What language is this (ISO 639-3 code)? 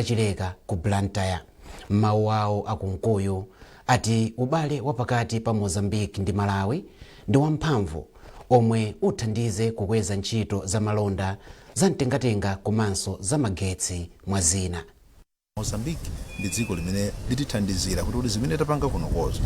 nya